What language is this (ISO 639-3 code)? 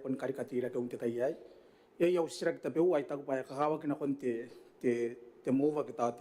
gil